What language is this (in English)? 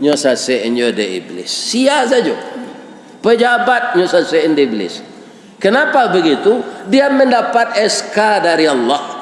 Minangkabau